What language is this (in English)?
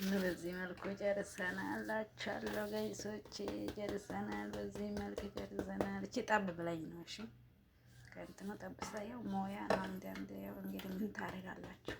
Amharic